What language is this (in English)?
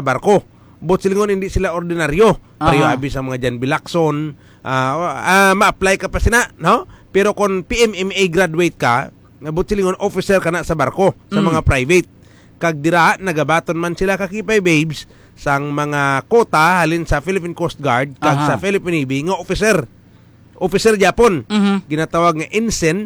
Hiligaynon